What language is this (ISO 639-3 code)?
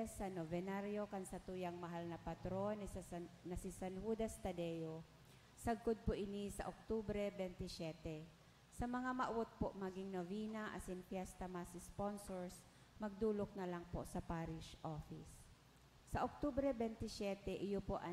bik